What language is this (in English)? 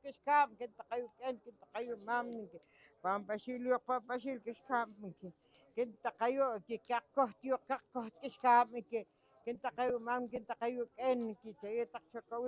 Poqomchi'